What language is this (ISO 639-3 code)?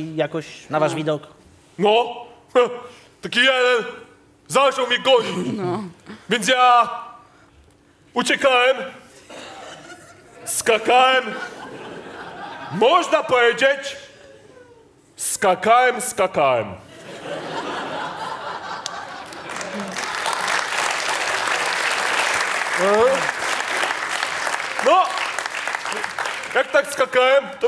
pol